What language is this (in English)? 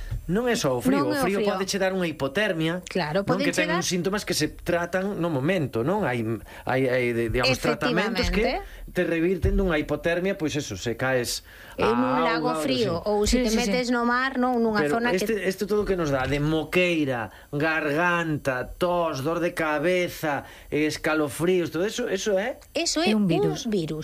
Galician